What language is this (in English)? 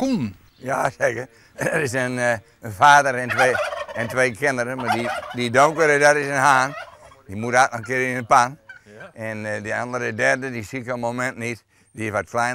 Western Frisian